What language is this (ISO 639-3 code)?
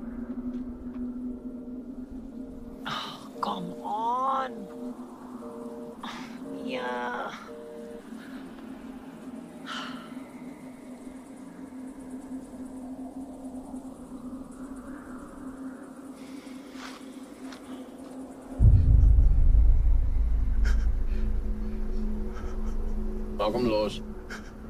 afr